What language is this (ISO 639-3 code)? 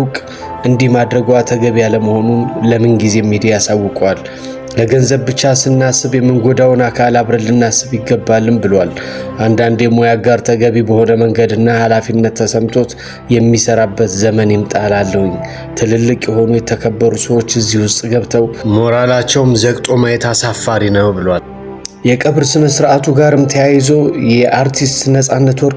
amh